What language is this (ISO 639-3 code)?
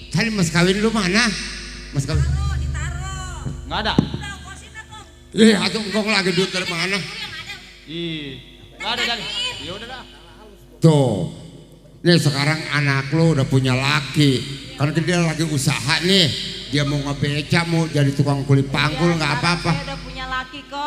bew